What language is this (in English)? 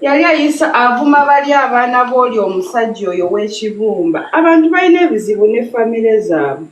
Ganda